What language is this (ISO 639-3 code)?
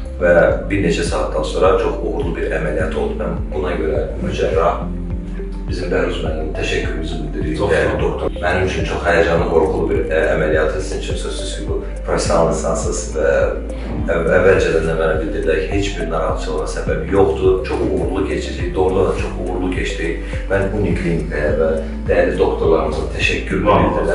aze